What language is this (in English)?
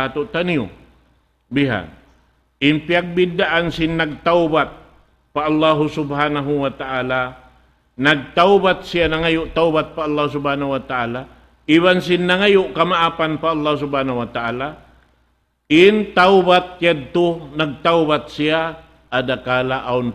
Tausug